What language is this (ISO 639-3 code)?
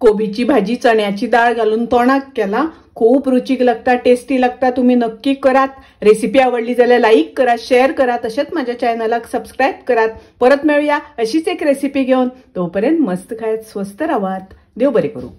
kok